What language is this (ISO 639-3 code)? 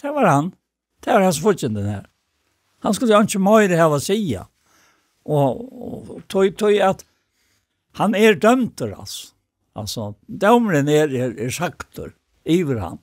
fao